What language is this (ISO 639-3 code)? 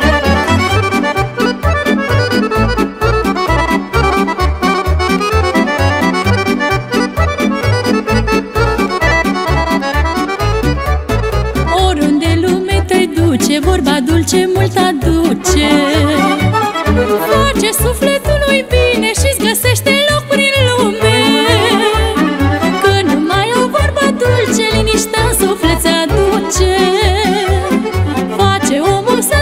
ron